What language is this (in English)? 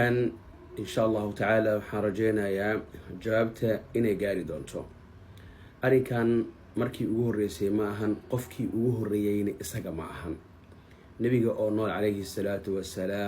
Somali